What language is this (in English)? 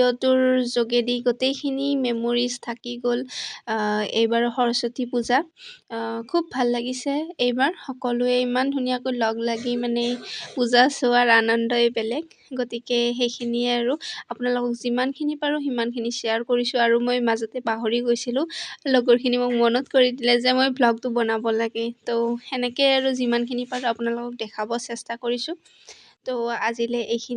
Assamese